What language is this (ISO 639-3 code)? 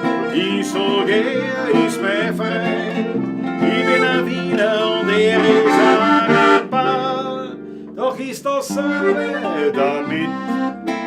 bar